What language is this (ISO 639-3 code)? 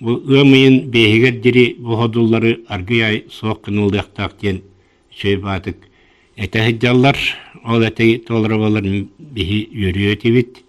sah